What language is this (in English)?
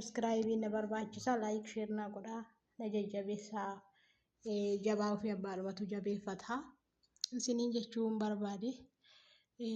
Oromo